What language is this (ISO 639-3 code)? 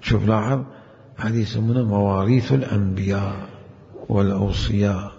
acm